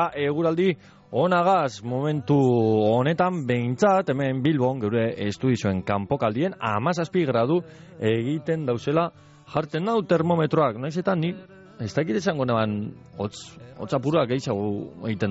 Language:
Basque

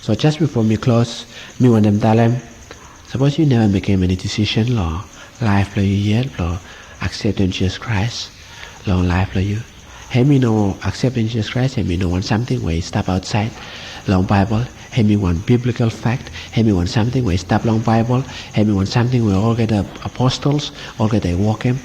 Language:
Bislama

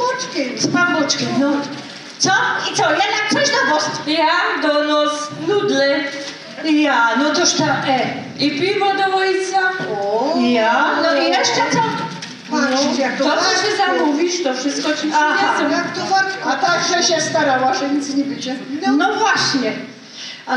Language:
Silesian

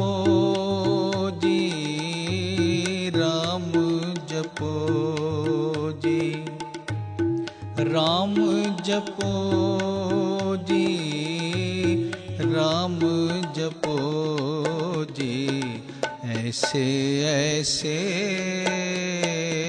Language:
Hindi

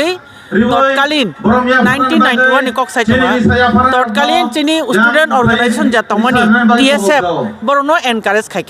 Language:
Kok Borok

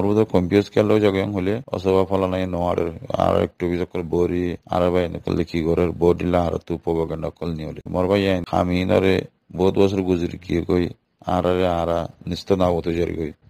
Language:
Rohingya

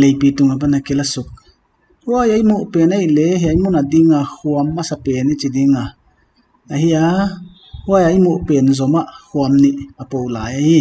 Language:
Paite Chin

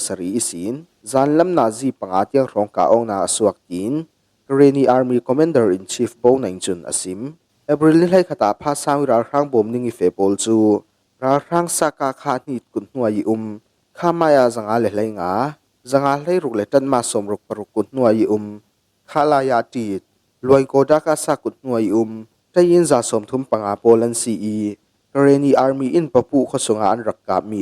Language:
Falam Chin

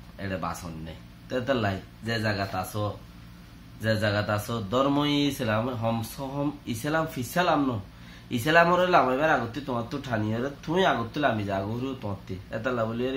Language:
Rohingya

